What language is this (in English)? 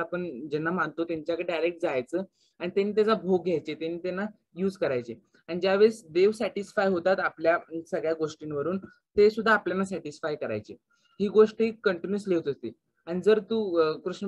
Marathi